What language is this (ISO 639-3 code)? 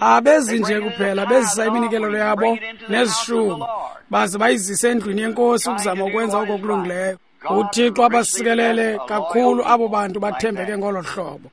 xho